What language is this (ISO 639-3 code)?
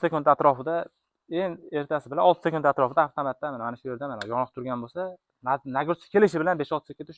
uzb